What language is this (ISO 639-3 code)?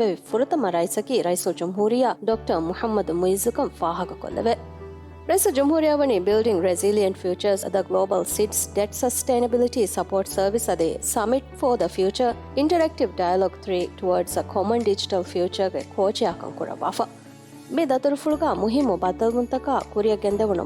div